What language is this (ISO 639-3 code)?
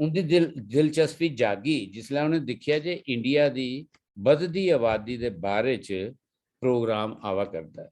doi